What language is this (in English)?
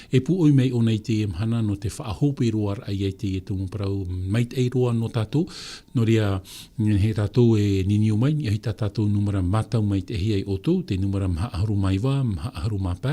Tahitian